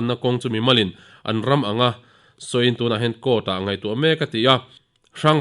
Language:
Mizo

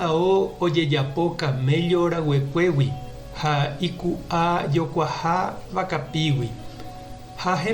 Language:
Guarani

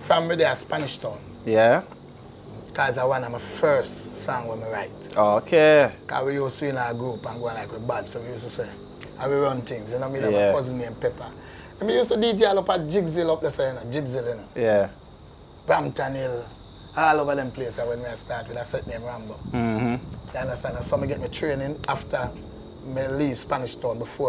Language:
Jamaican Creole English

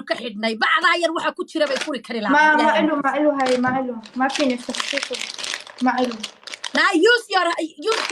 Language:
Somali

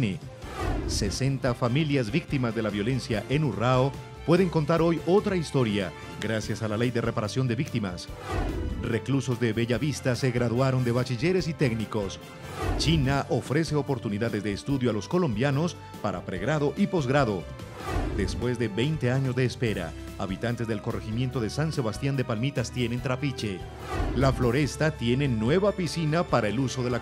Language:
Spanish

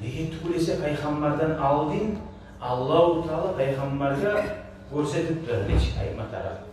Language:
Kumyk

